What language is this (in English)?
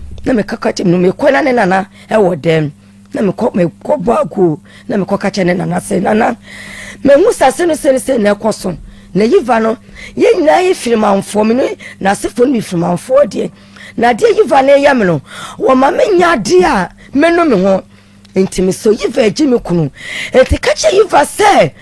Akan